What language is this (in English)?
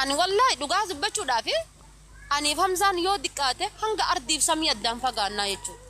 Oromo